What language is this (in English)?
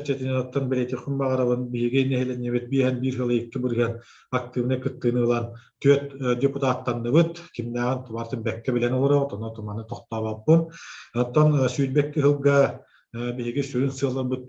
Yakut